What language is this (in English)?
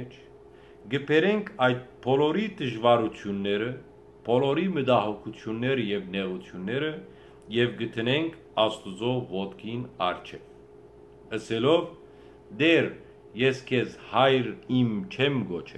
Western Armenian